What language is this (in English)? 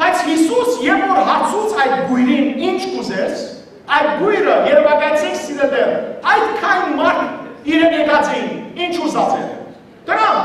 Western Armenian